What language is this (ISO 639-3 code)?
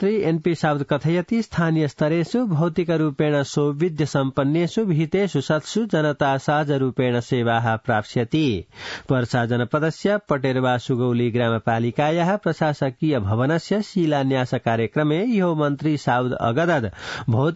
san